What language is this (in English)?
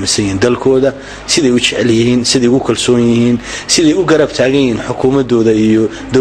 Somali